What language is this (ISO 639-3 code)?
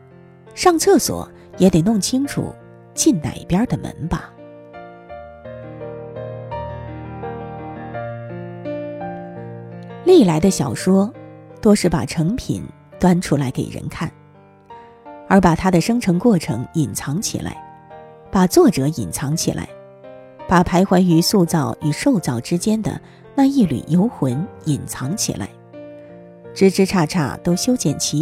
zho